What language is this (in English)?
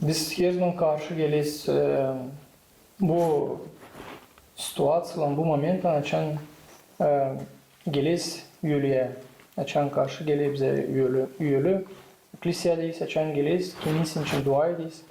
Gagauz